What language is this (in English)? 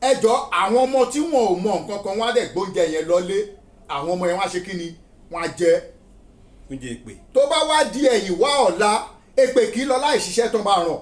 Yoruba